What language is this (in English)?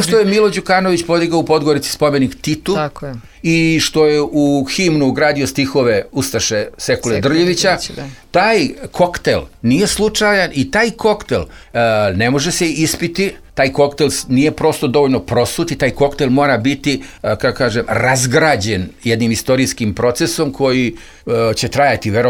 Serbian